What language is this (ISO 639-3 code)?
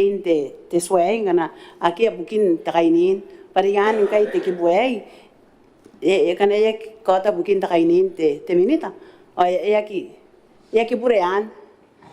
gil